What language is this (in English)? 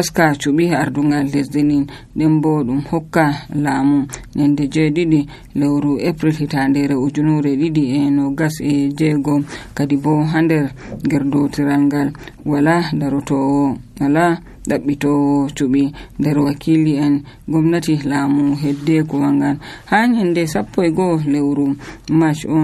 Nigerian Fulfulde